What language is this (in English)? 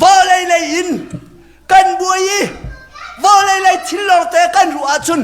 Hakha Chin